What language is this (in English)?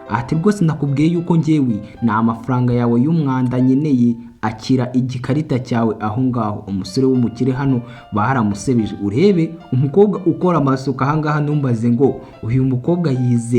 Kinyarwanda